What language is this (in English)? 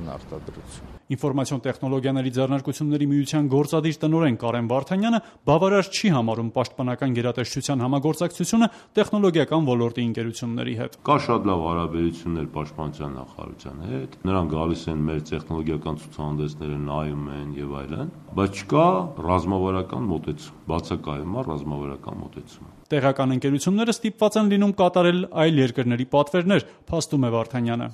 Armenian